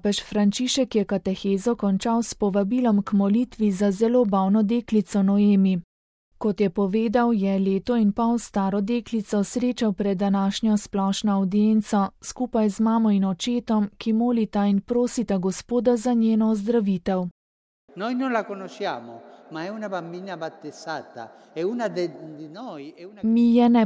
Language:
Slovenian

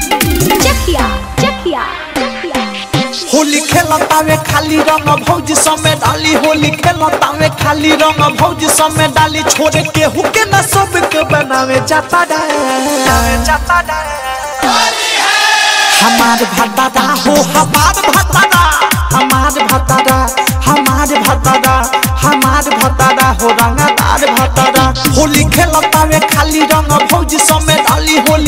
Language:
Bhojpuri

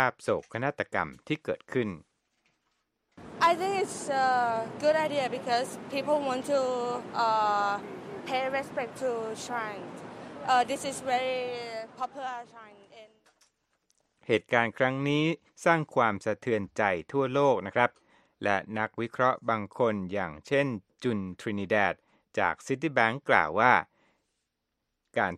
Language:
Thai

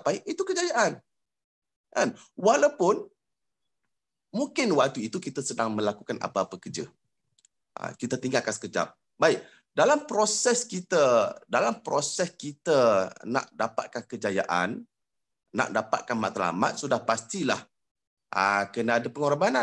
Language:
Malay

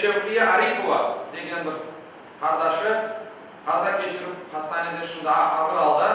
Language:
Crimean Tatar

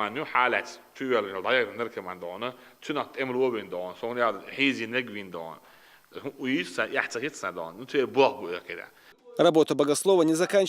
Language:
Chechen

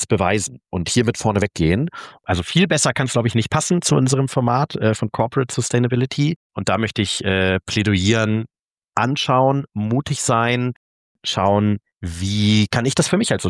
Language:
German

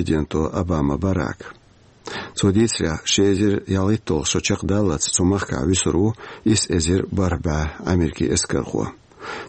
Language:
Chechen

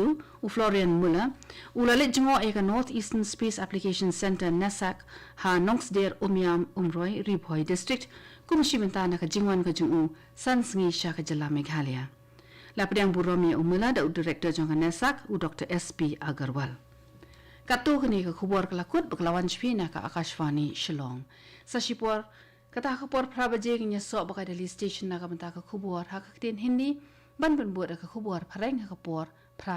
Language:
Khasi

